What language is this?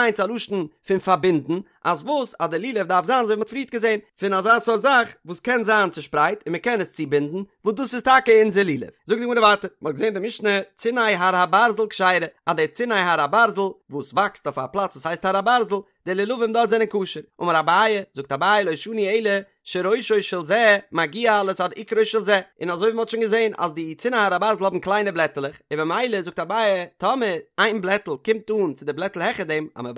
Yiddish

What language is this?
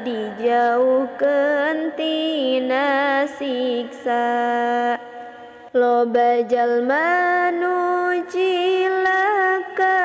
Sundanese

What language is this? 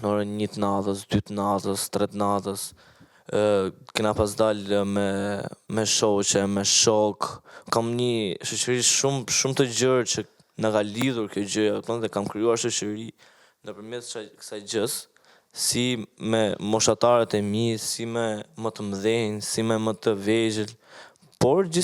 Albanian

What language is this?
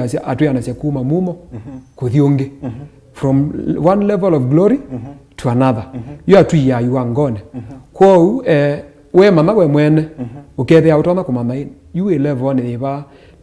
Kamba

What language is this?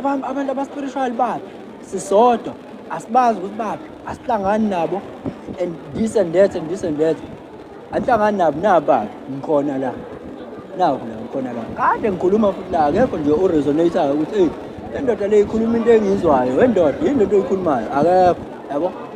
Zulu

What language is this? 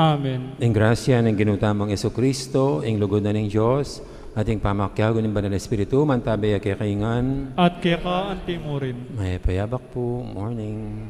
Pampanga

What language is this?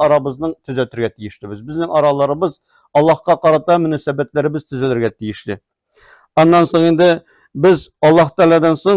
Tatar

